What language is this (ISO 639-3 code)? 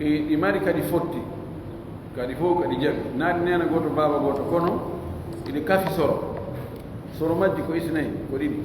fuf